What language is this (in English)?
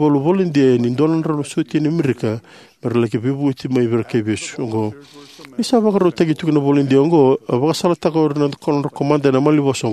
Fijian